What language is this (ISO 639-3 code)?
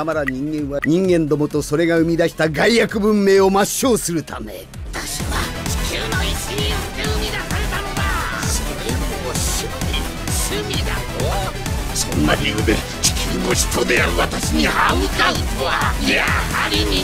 jpn